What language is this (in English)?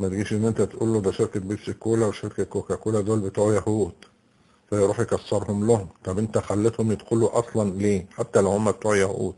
Egyptian Arabic